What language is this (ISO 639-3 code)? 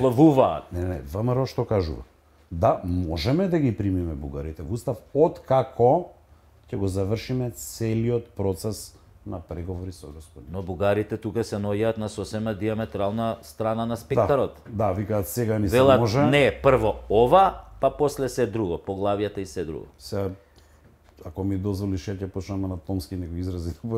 mkd